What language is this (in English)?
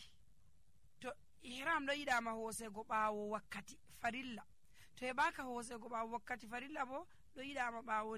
Nigerian Fulfulde